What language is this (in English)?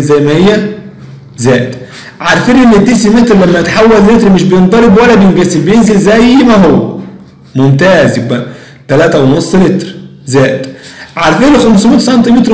Egyptian Arabic